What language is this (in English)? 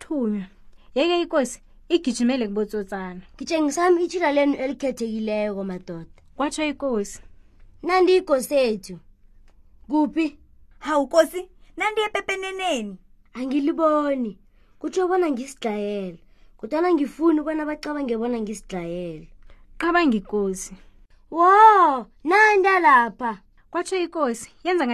South Ndebele